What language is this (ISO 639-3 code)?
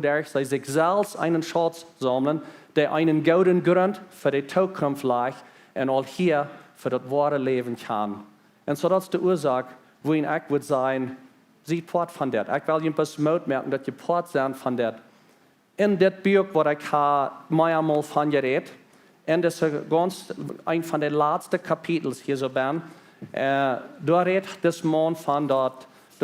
pdt